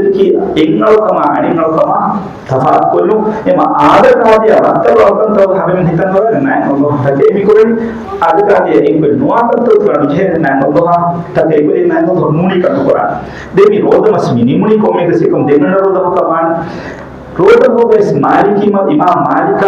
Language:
Divehi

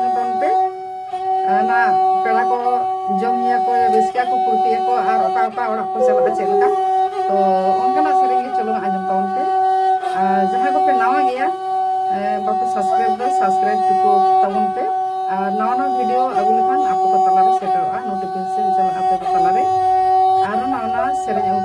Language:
Santali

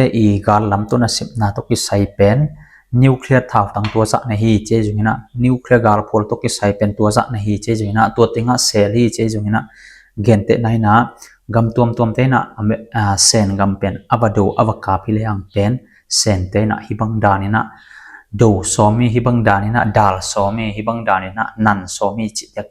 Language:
Tedim Chin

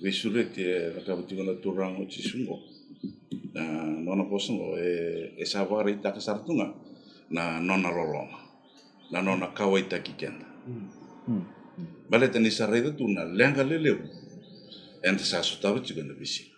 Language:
Fijian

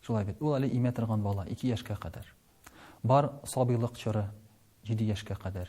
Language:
Tatar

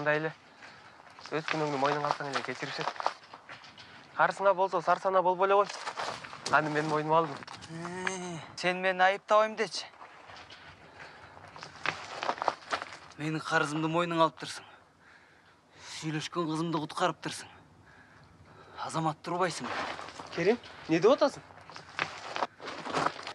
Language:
Kyrgyz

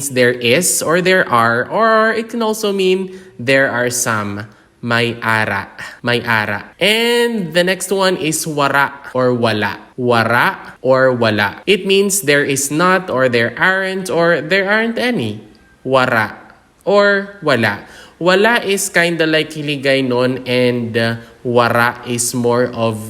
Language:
Hiligaynon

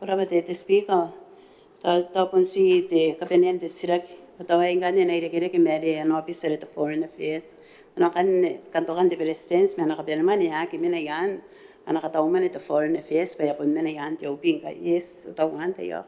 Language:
Gilbertese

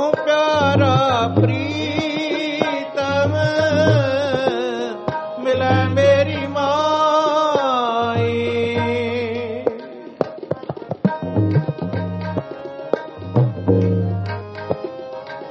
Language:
Punjabi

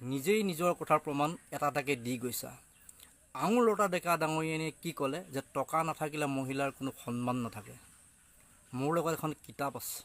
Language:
Assamese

